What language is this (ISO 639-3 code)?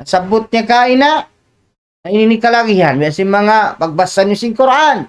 tsg